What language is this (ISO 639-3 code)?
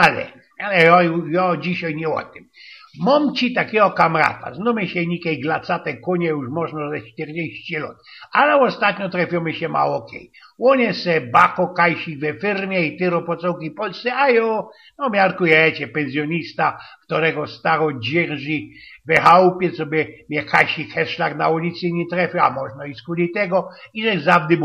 szl